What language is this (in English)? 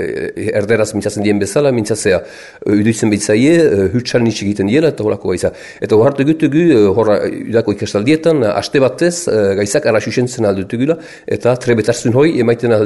Basque